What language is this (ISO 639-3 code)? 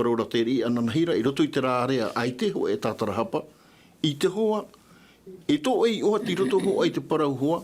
tah